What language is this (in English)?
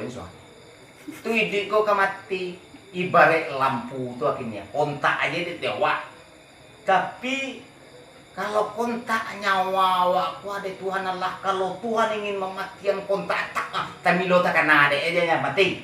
Minangkabau